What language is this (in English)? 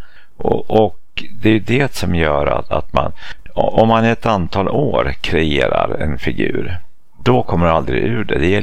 Swedish